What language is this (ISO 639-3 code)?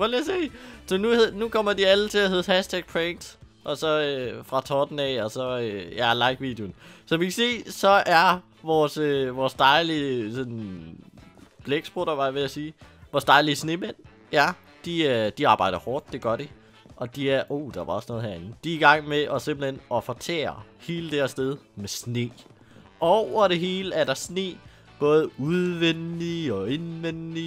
dan